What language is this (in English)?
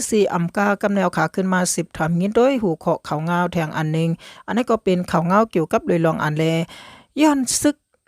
Shan